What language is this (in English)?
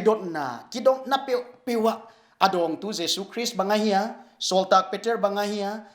Paite Chin